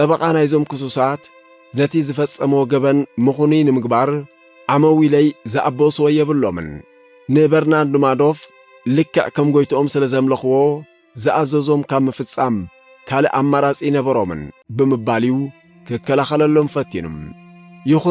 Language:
Tigrinya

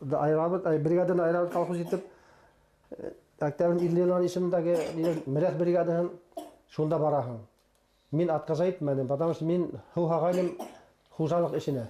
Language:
Bashkir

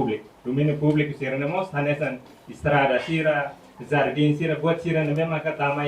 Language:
Tetum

